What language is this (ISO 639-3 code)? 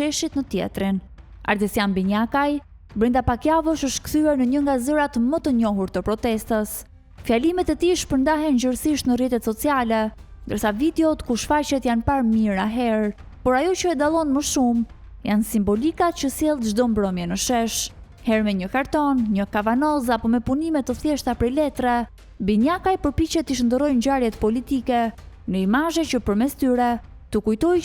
sqi